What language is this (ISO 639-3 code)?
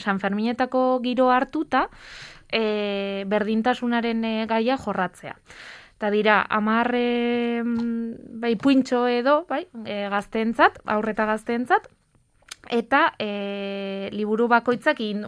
eus